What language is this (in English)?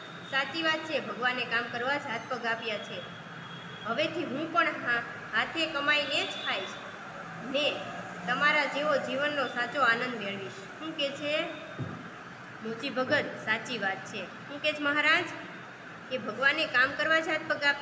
Gujarati